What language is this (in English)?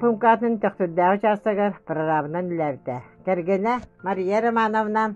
Yakut